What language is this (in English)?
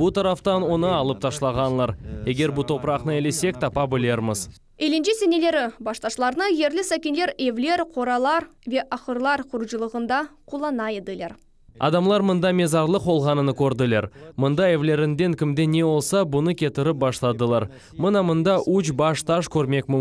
Crimean Tatar